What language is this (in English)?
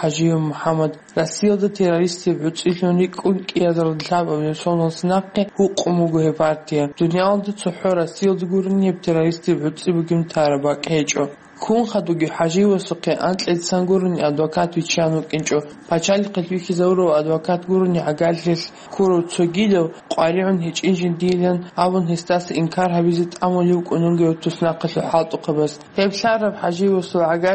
Avaric